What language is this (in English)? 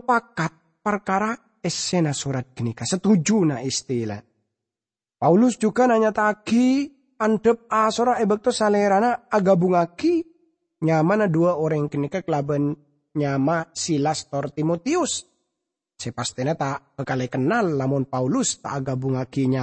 Madurese